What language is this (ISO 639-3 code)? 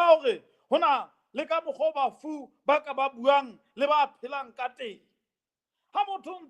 sot